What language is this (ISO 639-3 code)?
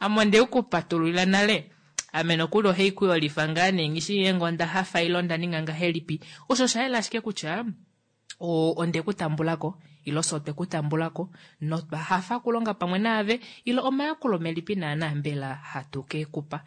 kua